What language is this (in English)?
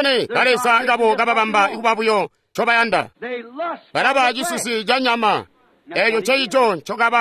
Tonga (Zambia)